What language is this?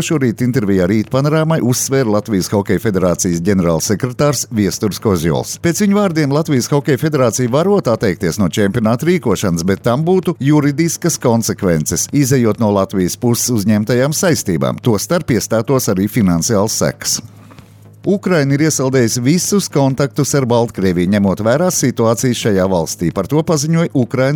Latvian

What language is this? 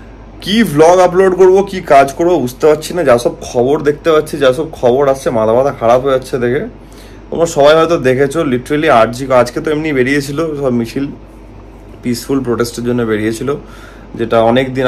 Bangla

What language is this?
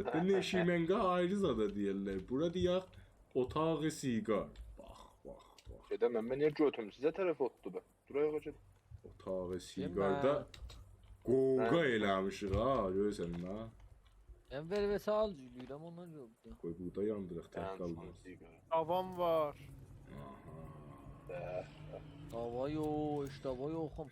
South Azerbaijani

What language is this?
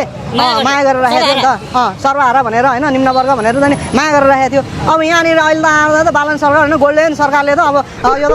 Nepali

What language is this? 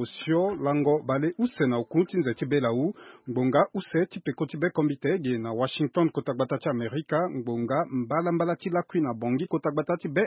Sango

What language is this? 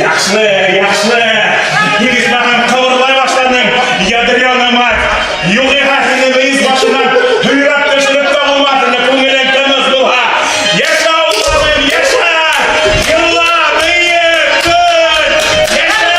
Bashkir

